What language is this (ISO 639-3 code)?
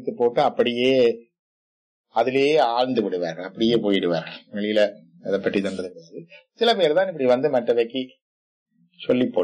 tam